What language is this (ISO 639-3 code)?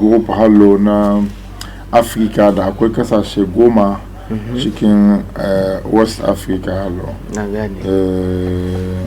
hau